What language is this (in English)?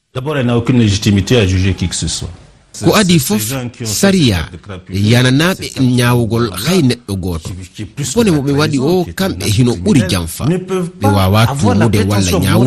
Fula